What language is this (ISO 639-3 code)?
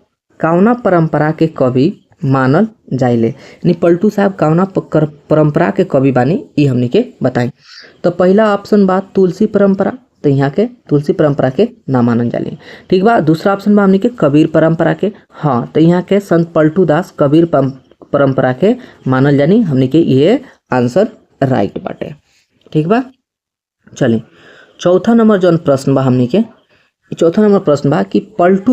bho